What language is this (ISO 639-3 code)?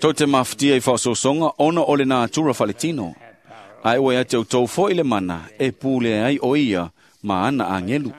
smo